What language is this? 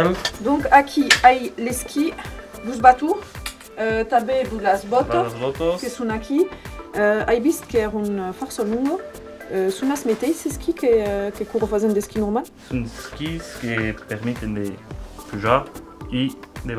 Occitan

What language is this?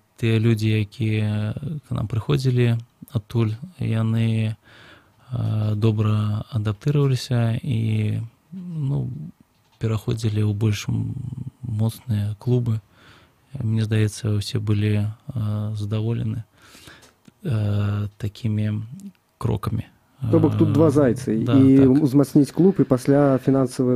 Belarusian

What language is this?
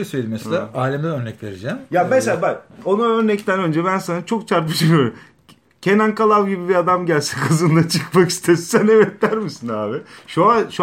Turkish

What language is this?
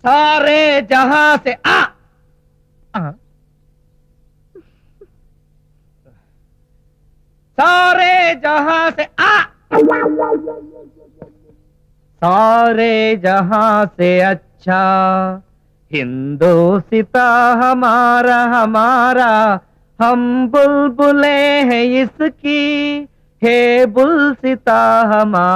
Telugu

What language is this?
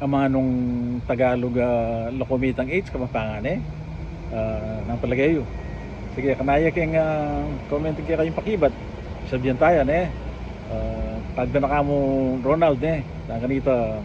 Pampanga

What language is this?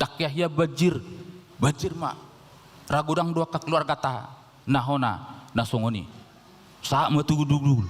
Batak Toba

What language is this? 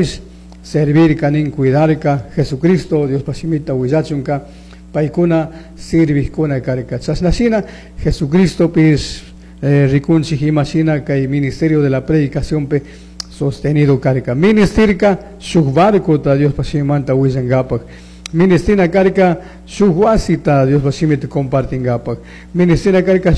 Chimborazo Highland Quichua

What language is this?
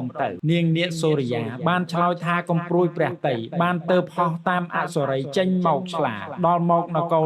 Khmer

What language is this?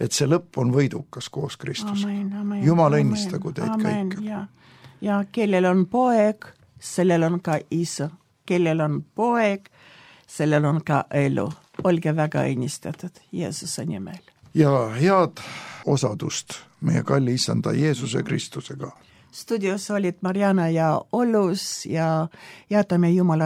Estonian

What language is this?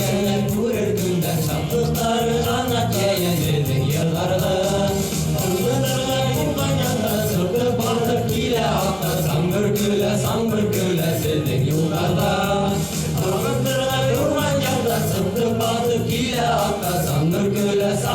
Bashkir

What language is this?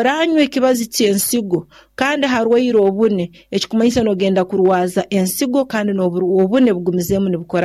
Nyoro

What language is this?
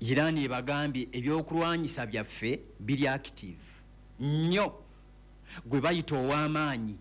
Ganda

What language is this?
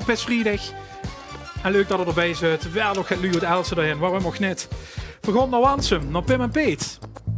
Limburgish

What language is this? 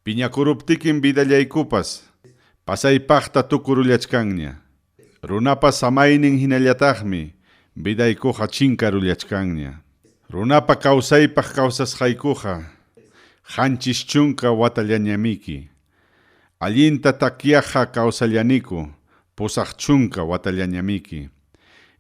Ayacucho Quechua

